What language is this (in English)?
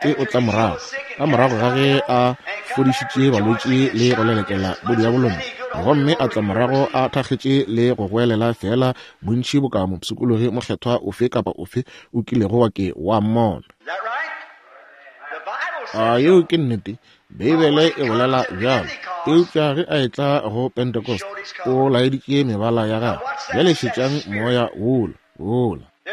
Northern Sotho